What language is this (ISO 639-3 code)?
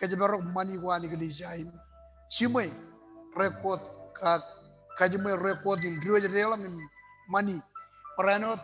mah